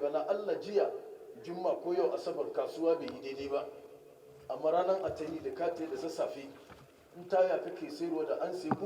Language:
Hausa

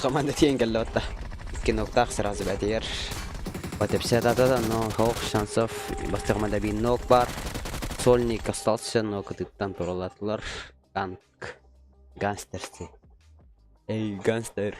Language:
Yakut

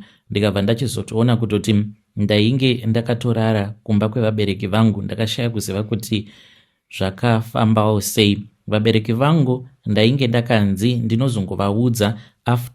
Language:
Shona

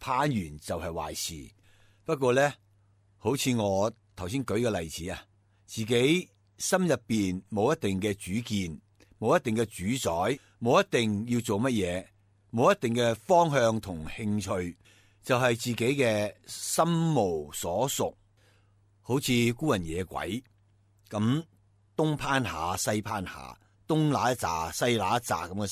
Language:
Cantonese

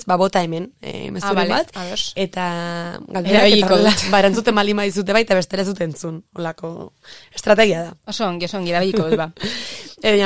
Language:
Basque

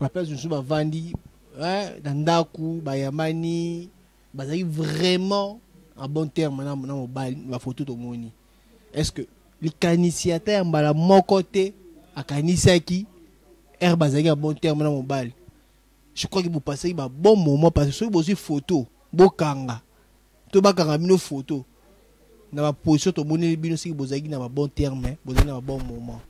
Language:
Lingala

